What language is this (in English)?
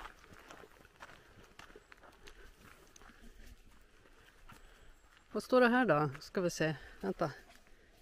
Swedish